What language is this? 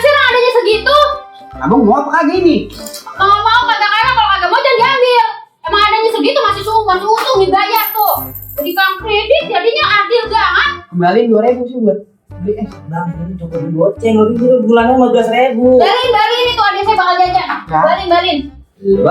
Betawi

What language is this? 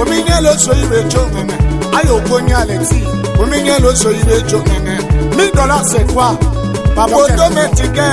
Tetela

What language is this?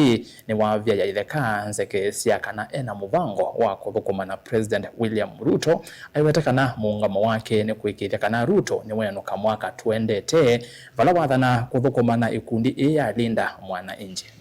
Kamba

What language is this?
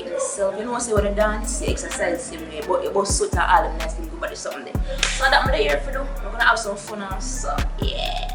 Jamaican Creole English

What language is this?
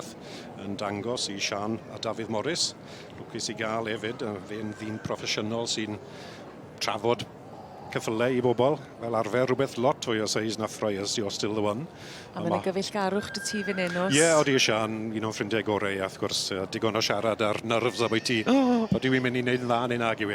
Welsh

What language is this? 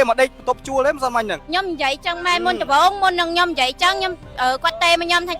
Khmer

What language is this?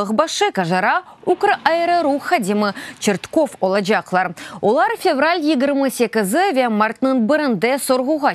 Crimean Tatar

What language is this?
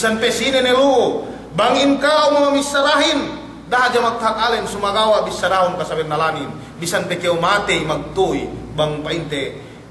Yakan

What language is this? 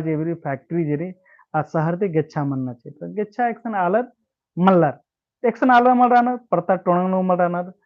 Kurukh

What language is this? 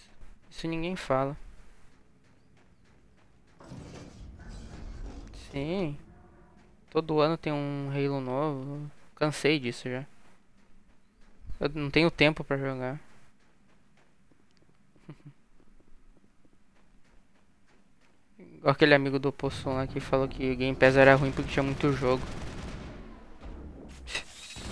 Portuguese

